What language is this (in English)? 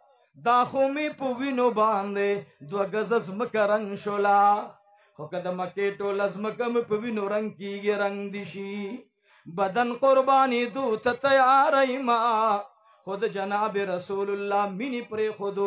Pashto